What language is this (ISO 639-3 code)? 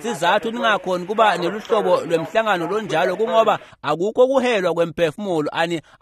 ssw